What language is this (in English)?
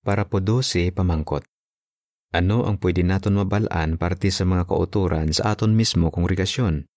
Hiligaynon